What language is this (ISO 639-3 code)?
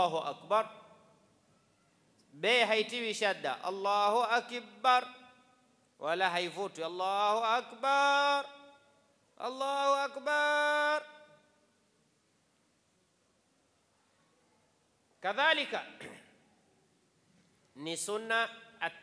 swa